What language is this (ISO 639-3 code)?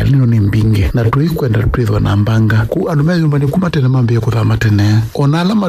kam